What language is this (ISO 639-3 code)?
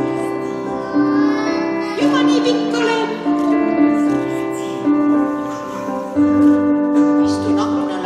est